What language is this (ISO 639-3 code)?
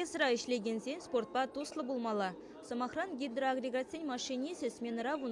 chv